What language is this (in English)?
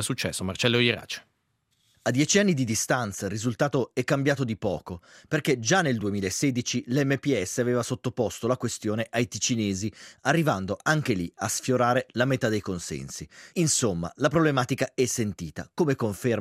Italian